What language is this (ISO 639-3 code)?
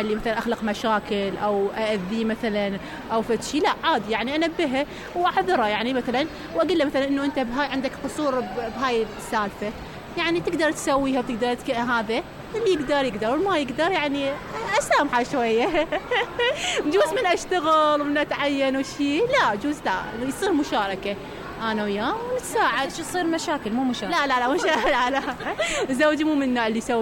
acm